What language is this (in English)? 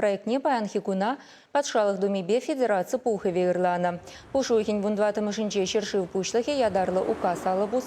Chuvash